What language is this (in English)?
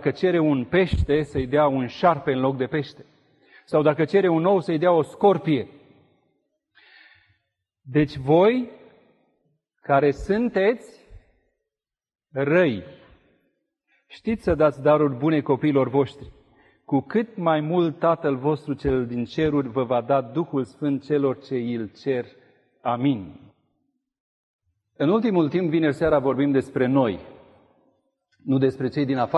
Romanian